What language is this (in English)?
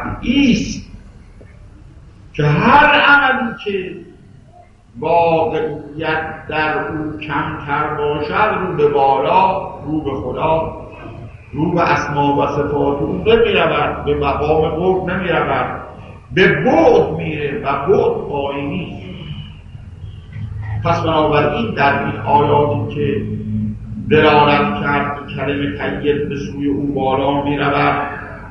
Persian